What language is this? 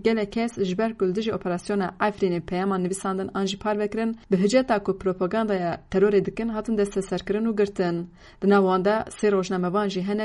Kurdish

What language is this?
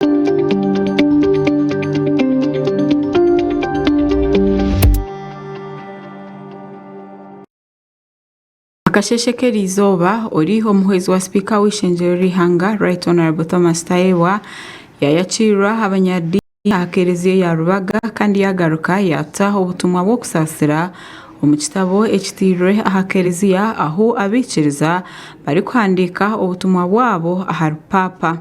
Nyankole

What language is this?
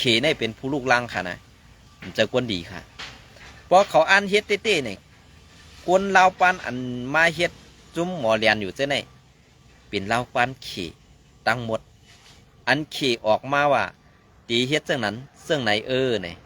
Shan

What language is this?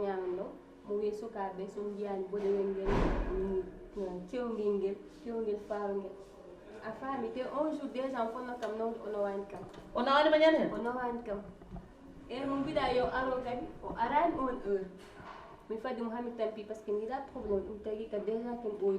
Fula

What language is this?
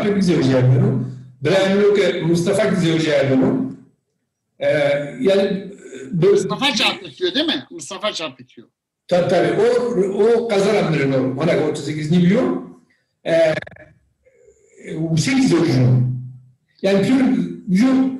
Zaza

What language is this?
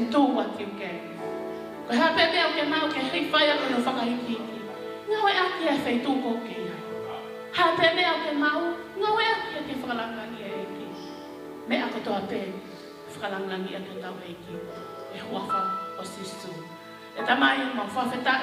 Tongan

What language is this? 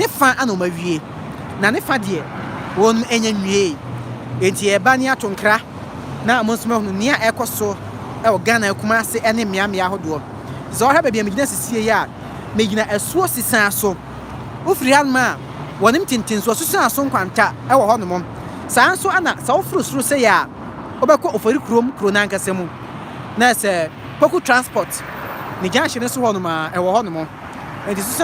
Akan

